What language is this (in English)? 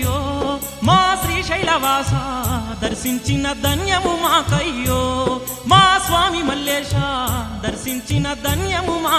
Telugu